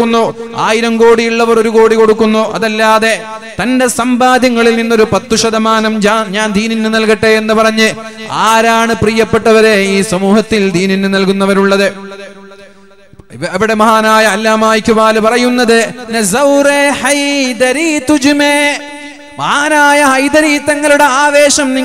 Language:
Malayalam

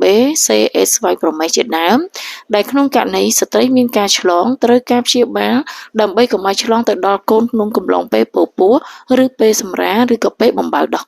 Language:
Khmer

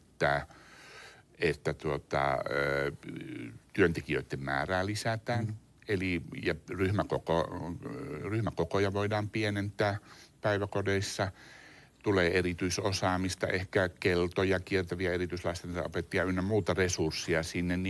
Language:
Finnish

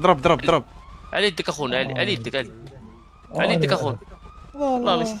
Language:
Moroccan Arabic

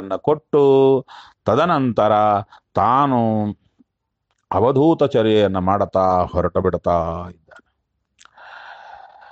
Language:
Kannada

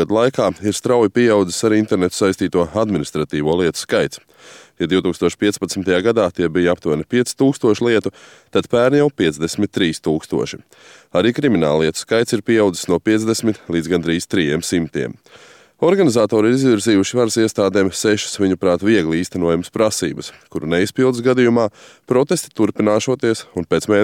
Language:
Latvian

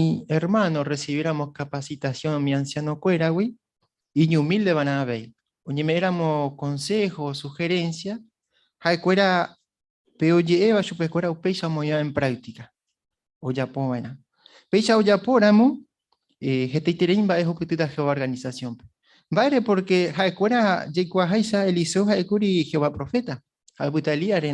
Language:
Guarani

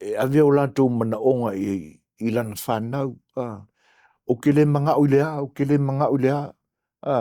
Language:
Samoan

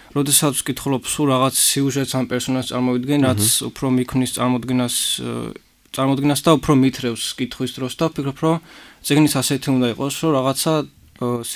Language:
Georgian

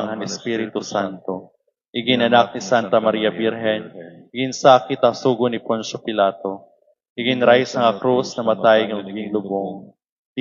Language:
Waray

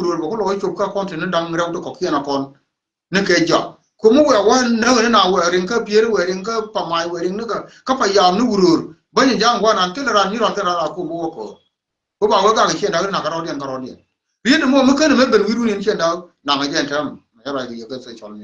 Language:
Nuer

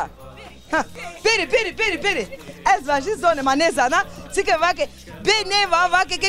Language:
Zaza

